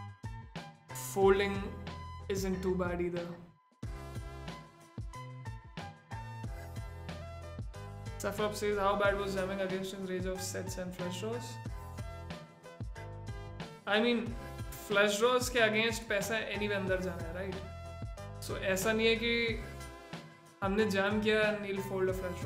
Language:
English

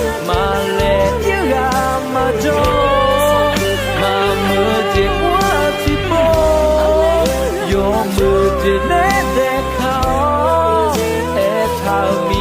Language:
Akha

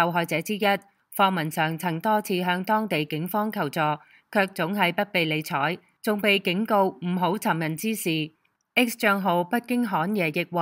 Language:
Cantonese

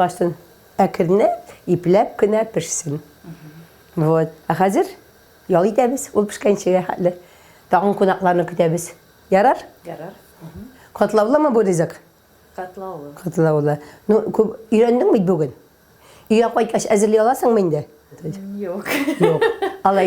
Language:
Tatar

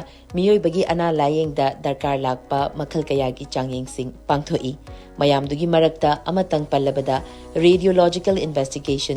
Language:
Manipuri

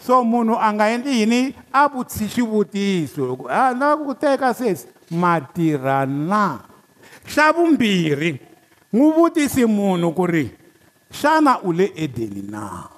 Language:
Tsonga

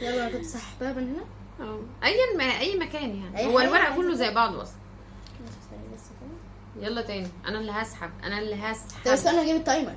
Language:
Egyptian Arabic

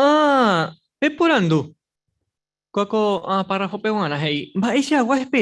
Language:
Guarani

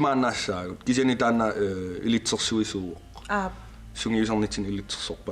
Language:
Kalaallisut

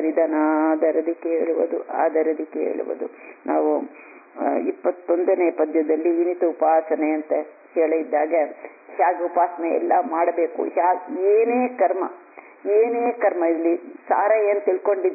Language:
Kannada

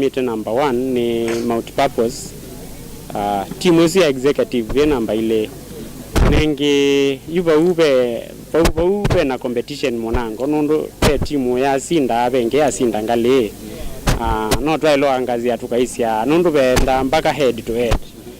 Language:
Kamba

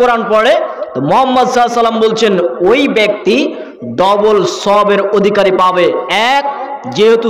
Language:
Bangla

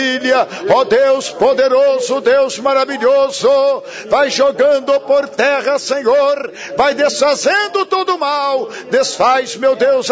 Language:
Portuguese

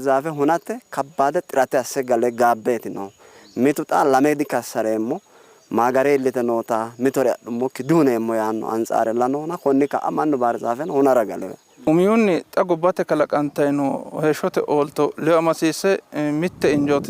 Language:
Sidamo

